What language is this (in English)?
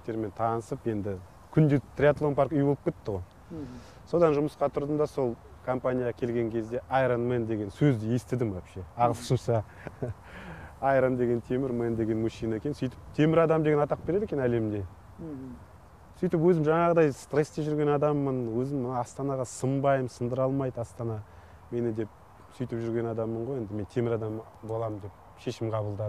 Kazakh